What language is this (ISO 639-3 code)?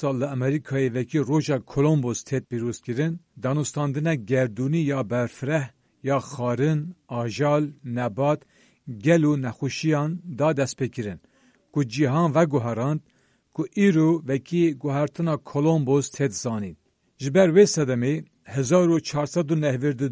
kur